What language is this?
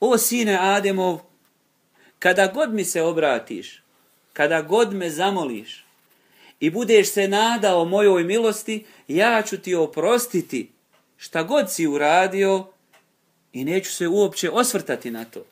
Bosnian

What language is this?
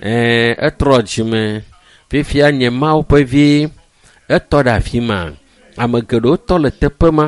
Ewe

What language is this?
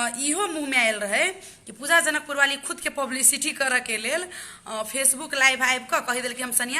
Maithili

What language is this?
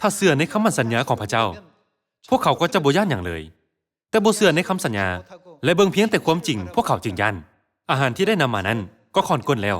Lao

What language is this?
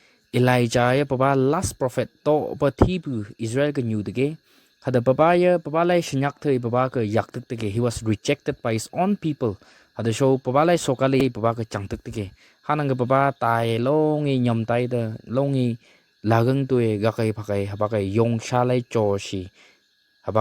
Phom Naga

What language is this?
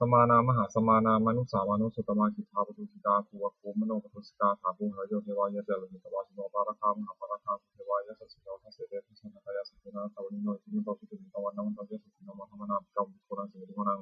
Pali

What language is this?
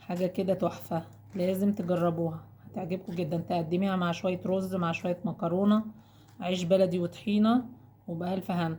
Egyptian Arabic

